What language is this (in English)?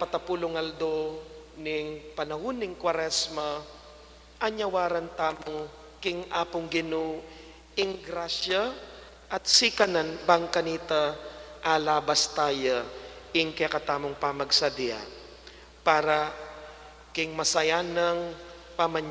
Pampanga